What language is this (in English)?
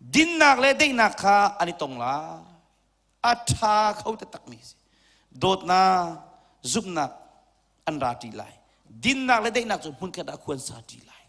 Hakha Chin